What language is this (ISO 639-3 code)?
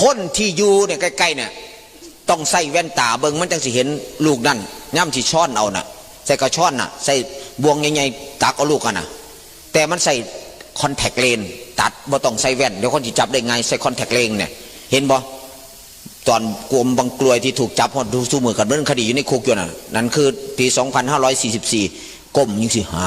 tts